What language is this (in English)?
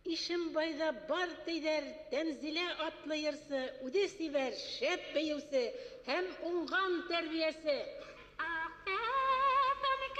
Bashkir